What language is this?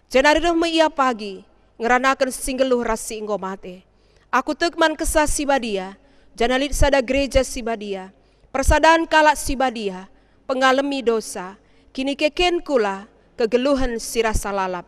Batak Karo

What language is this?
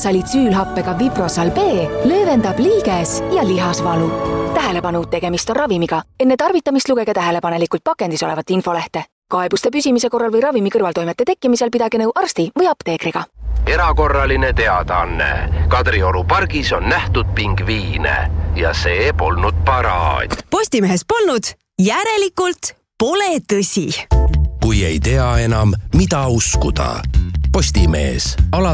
Estonian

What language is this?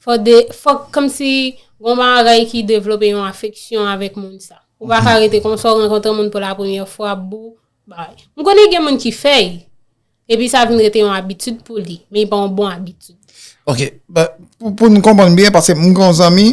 Haitian Creole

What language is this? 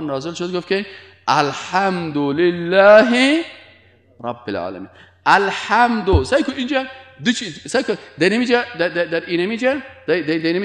Persian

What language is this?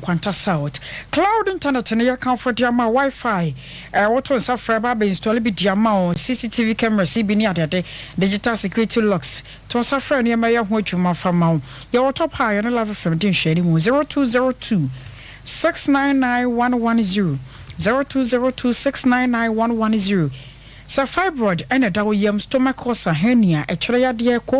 Akan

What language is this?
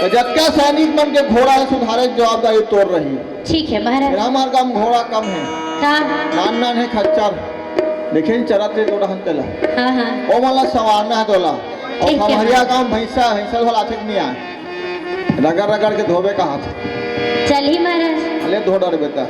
Chhattisgarhi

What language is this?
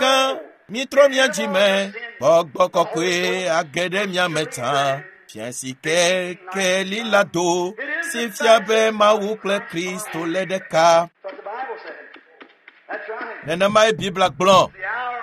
Ewe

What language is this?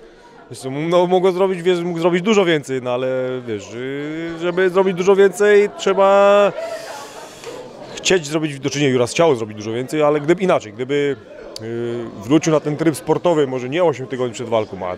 Polish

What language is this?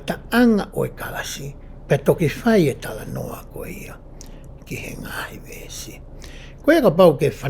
Tongan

